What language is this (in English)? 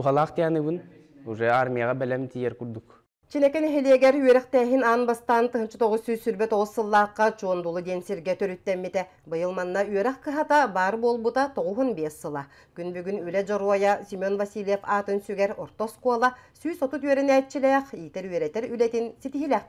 Yakut